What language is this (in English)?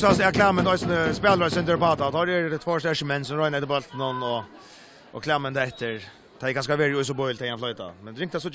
Faroese